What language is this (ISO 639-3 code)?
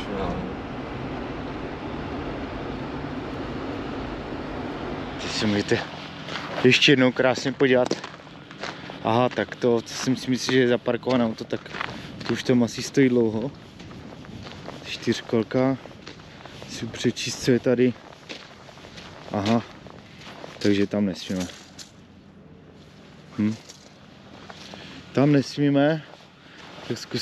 ces